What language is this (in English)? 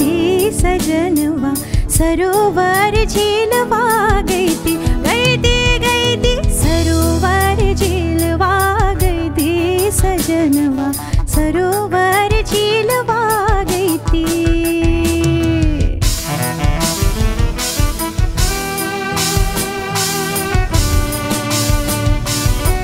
Bhojpuri